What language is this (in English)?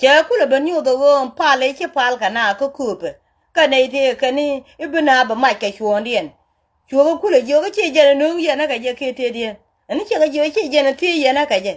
Nuer